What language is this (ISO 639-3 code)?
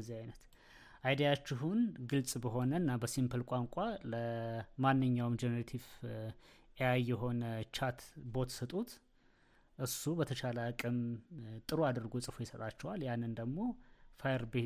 amh